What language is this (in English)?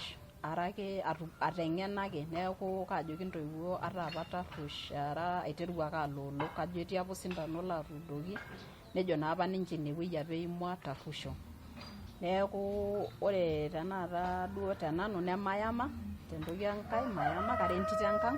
Masai